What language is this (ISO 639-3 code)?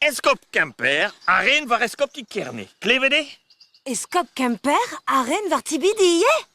bre